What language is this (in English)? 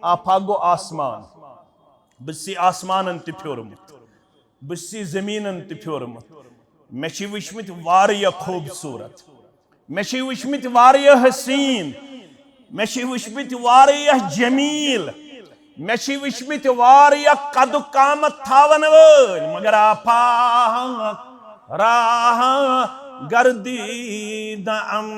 Kashmiri